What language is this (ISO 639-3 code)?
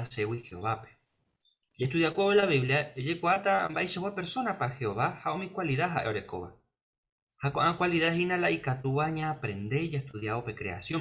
grn